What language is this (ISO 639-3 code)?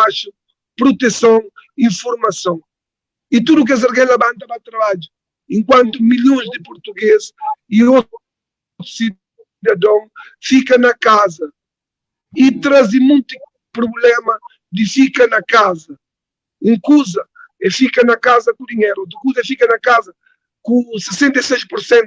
kea